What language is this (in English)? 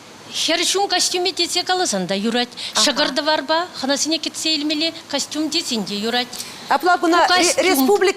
Chuvash